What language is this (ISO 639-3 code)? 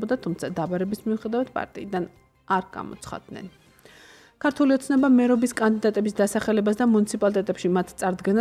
kat